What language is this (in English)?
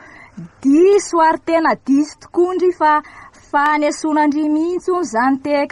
Malagasy